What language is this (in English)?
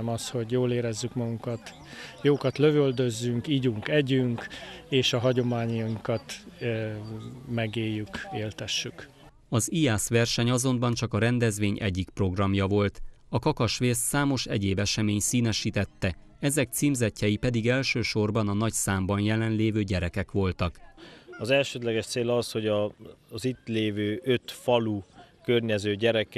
Hungarian